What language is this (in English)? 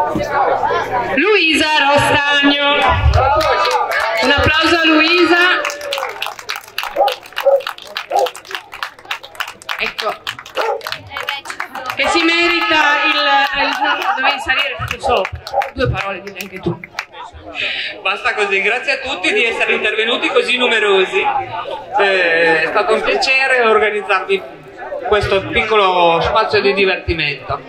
Italian